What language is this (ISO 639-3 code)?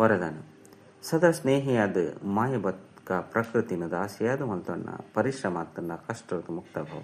tcy